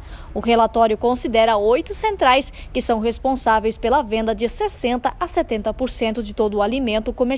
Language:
Portuguese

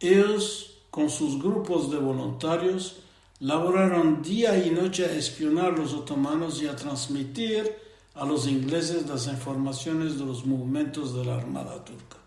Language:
Ladino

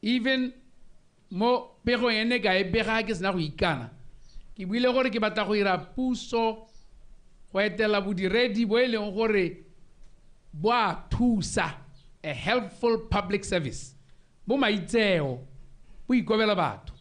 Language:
Tswana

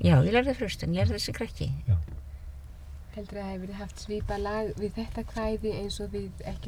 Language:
Icelandic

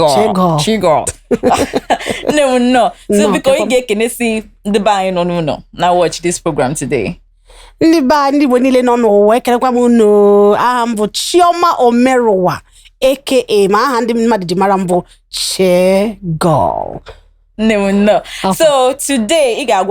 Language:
Igbo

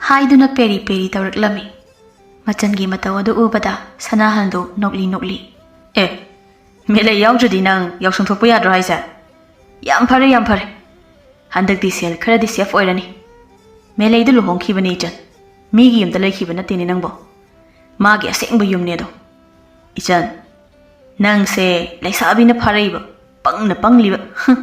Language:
Manipuri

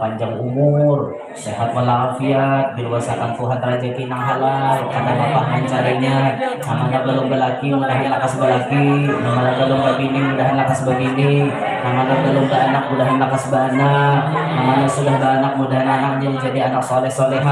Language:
Banjar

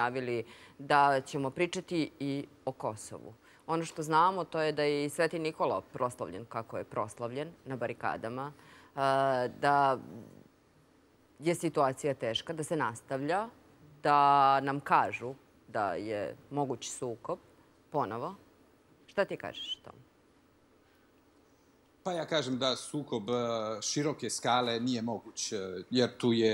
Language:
Serbian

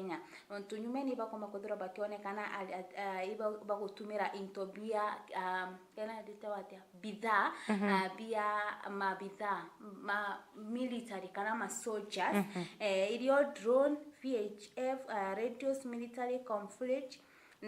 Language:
Meru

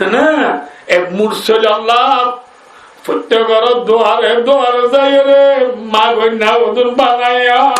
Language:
Rohingya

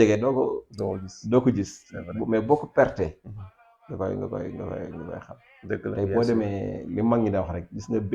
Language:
Wolof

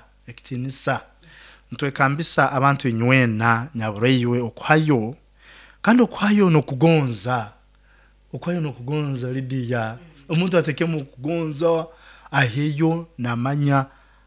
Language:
Nyoro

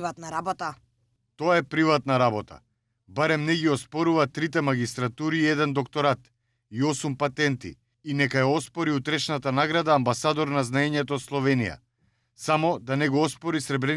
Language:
Macedonian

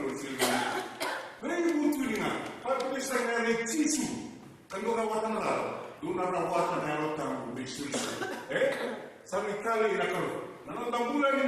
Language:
Fijian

